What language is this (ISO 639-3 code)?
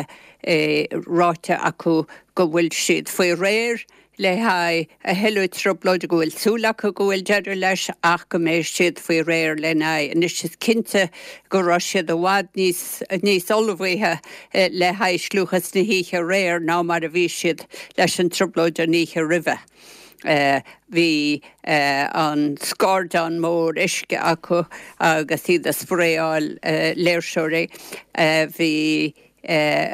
gle